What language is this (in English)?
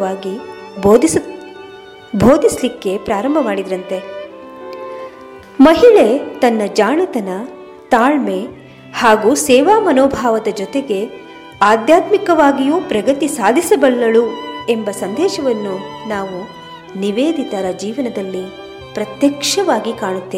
Kannada